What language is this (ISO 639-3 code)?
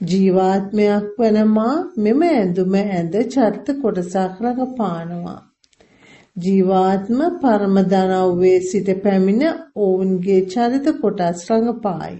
sin